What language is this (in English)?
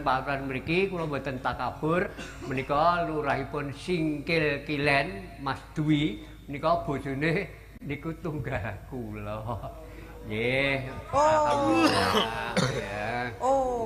Javanese